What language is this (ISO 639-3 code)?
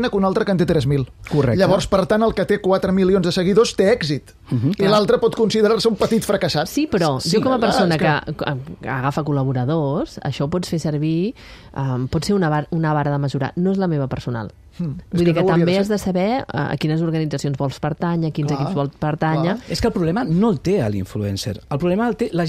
cat